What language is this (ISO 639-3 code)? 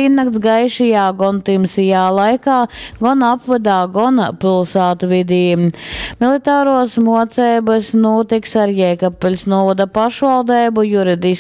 ltg